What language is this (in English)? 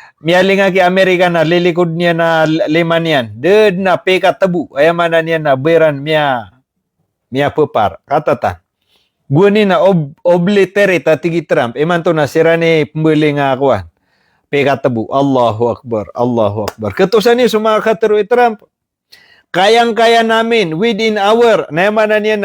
Maranao